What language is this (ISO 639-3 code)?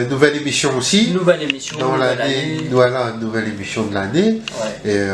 rcf